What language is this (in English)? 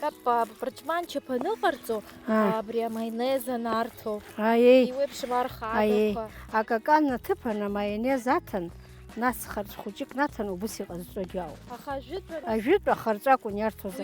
Abkhazian